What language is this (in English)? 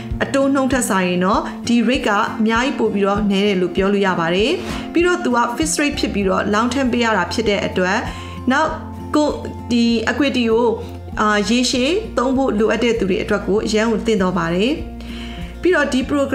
Burmese